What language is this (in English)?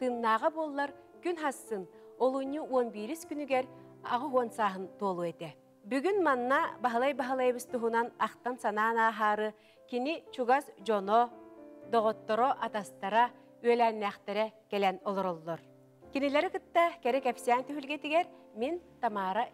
Yakut